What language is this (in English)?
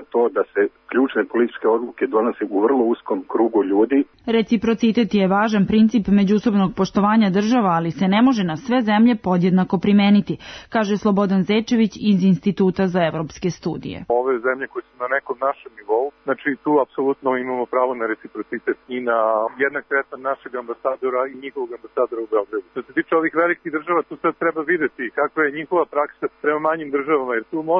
Serbian